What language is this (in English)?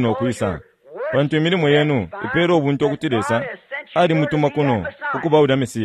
Bemba